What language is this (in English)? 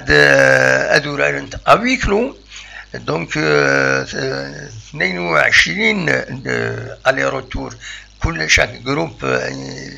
Kabyle